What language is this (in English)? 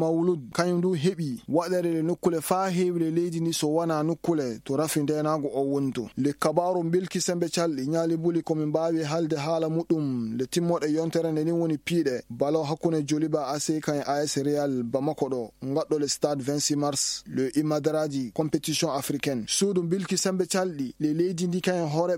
Fula